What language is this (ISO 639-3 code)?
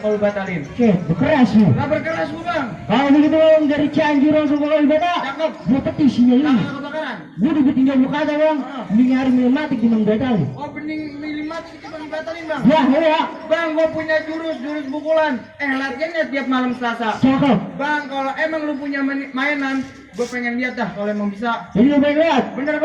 bew